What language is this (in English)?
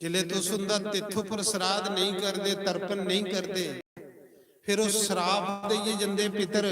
Dogri